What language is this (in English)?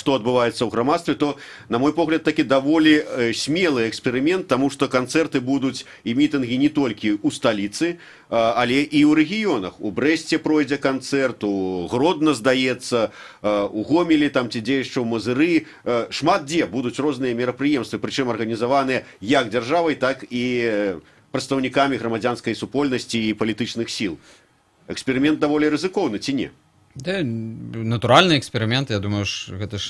Belarusian